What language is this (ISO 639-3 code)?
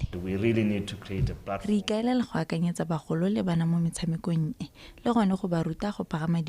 tsn